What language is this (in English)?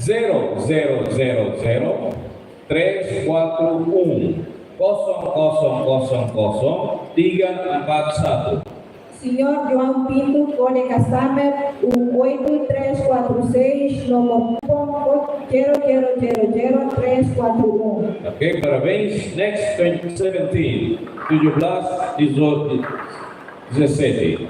Tetum